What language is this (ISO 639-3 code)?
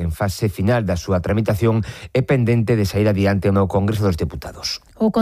glg